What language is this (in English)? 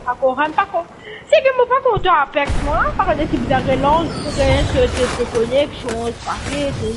Morisyen